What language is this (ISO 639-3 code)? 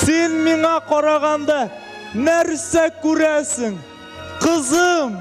tat